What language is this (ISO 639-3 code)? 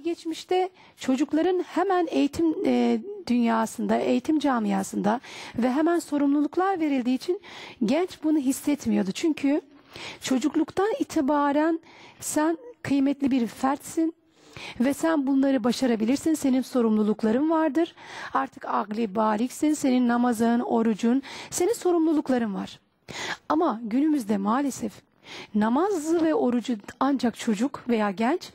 tur